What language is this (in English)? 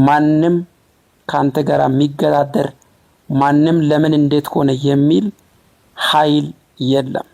Amharic